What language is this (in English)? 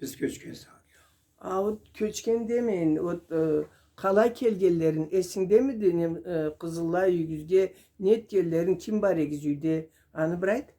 Karachay-Balkar